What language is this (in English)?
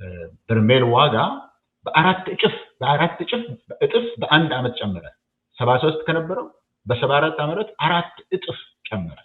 Amharic